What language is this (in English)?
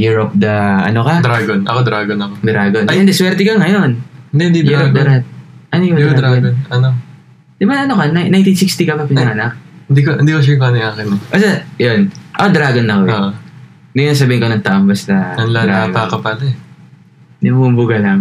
Filipino